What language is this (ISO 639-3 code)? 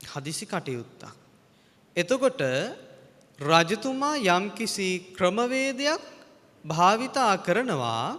sin